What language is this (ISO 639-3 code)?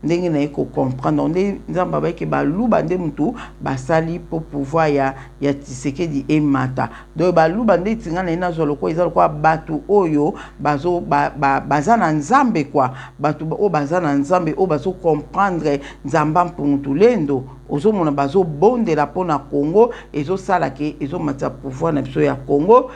lin